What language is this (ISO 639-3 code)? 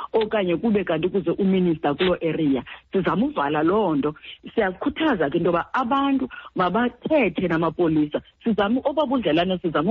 xho